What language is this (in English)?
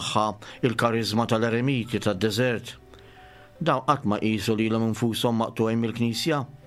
Maltese